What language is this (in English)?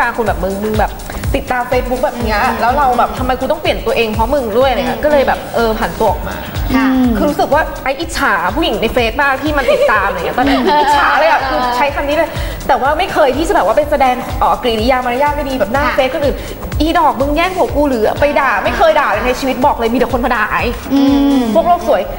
Thai